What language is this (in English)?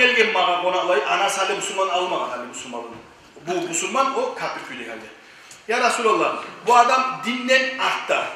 Kumyk